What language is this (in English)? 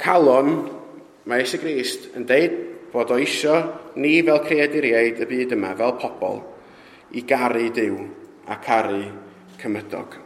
Welsh